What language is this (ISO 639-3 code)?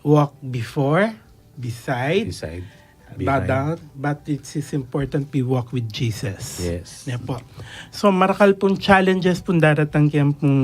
pam